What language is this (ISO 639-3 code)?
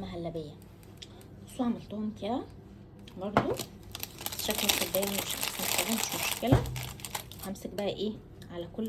arz